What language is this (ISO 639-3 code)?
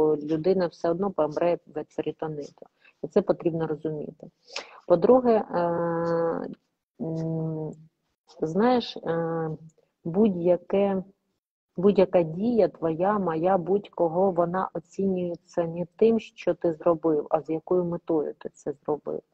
ukr